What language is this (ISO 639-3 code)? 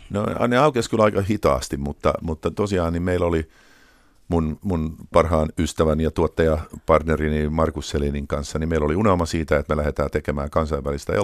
fin